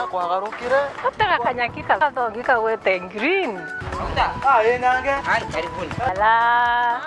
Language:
Meru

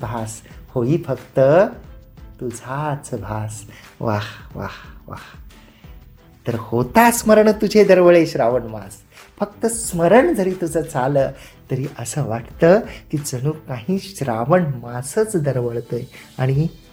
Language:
Marathi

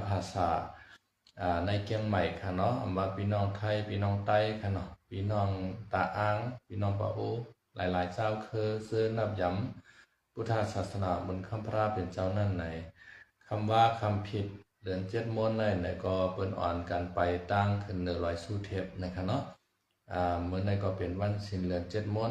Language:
Shan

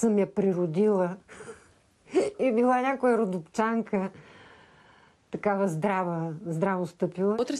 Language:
Bulgarian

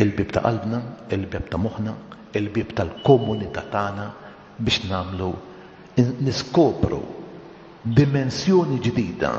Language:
Maltese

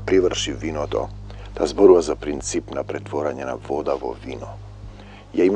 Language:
Macedonian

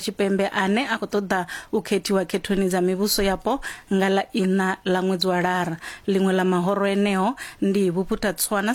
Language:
Venda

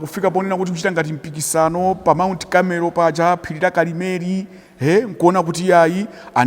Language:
Nyanja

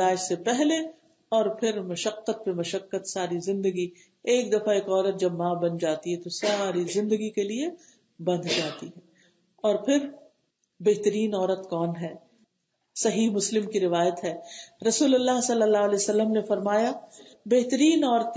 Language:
Urdu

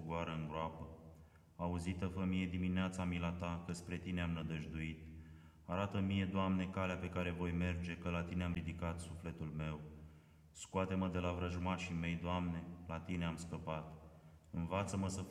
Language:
Romanian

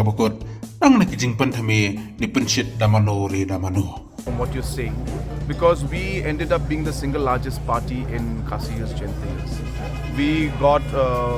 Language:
Khasi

